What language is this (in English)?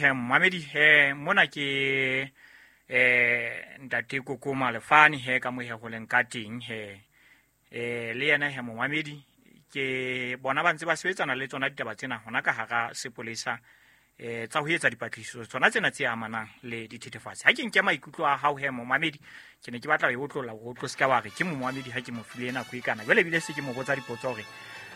Southern Sotho